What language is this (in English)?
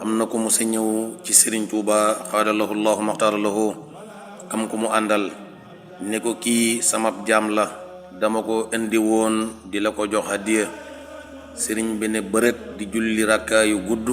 Wolof